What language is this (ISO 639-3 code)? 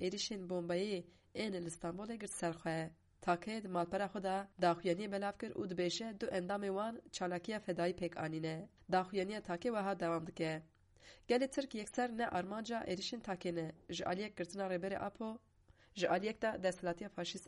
kur